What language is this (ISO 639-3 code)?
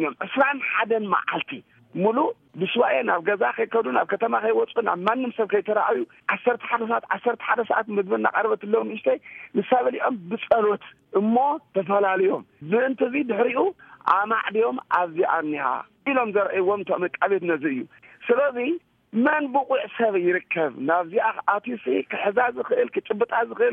tir